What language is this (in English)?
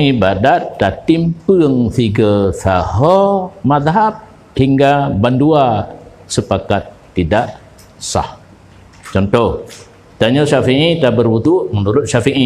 Achinese